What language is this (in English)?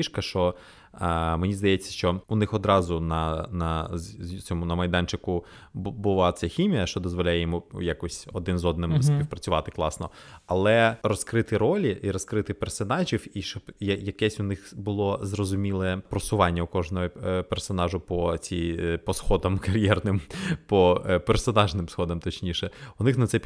Ukrainian